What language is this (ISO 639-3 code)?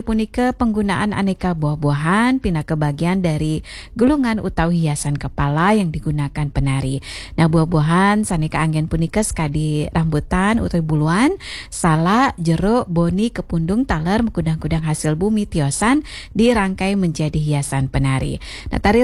ban